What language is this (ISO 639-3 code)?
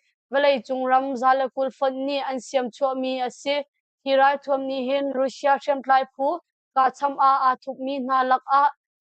cnh